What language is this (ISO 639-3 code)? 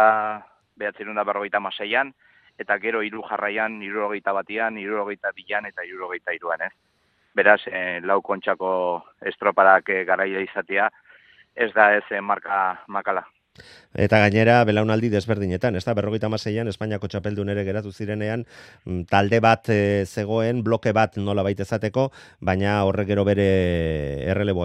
eus